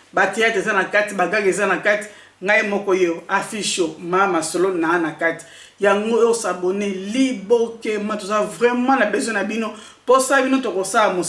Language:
Lingala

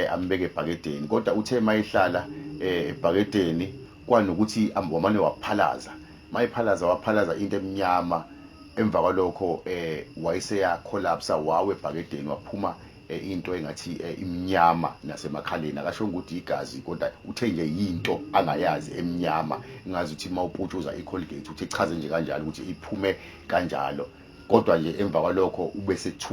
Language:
Zulu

